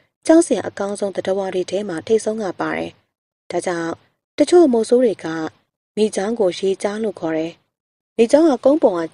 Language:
Burmese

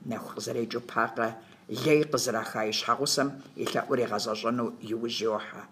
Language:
Kabardian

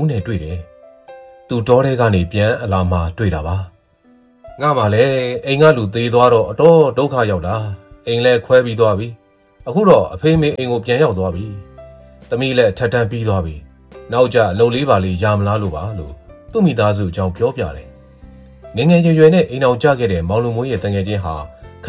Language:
Burmese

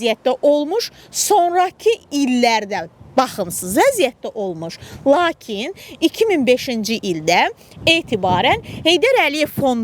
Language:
Azerbaijani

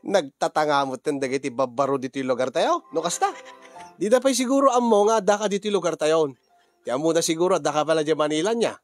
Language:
Iloko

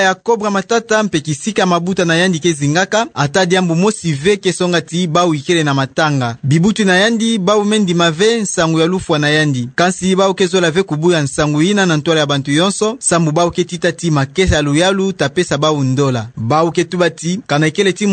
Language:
Kituba (Democratic Republic of Congo)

